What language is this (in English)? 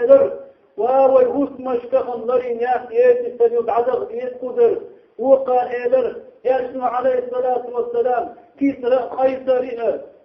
Chechen